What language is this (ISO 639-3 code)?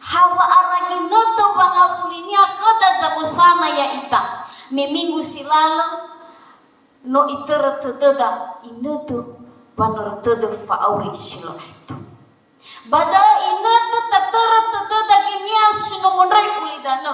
nia